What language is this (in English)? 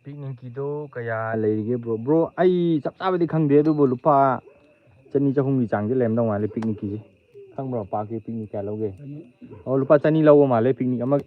Manipuri